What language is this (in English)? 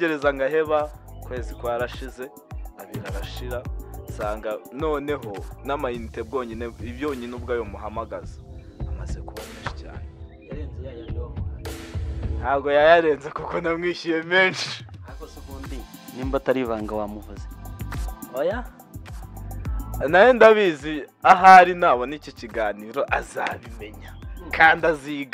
Kinyarwanda